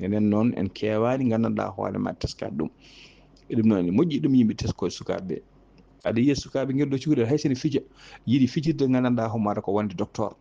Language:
Fula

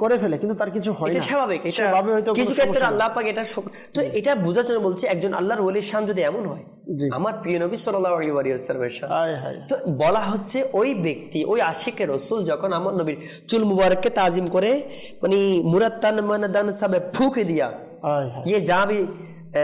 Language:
Bangla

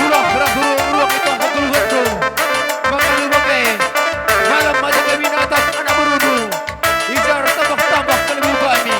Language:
Batak Karo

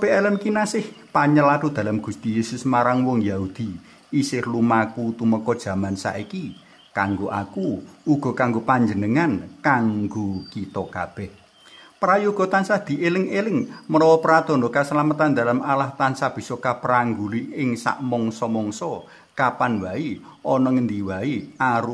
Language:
Javanese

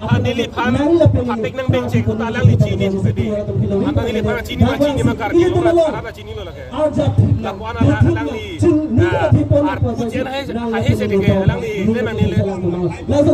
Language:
Karbi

